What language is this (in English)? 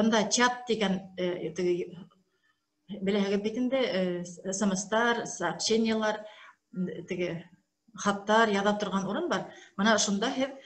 Bashkir